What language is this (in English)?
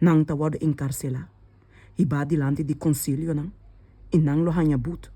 Papiamento